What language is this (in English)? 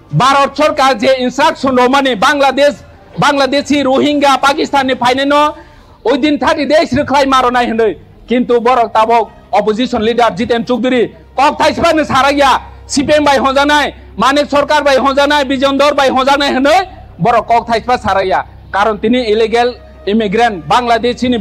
Kok Borok